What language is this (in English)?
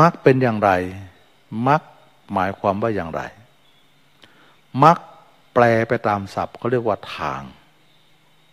Thai